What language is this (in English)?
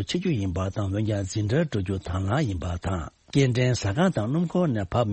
Tibetan